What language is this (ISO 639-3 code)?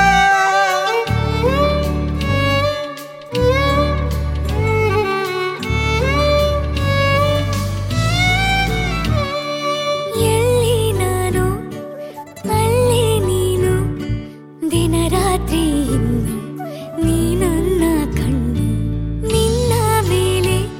kan